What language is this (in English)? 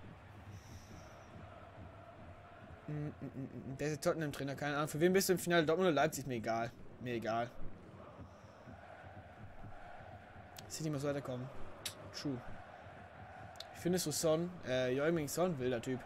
German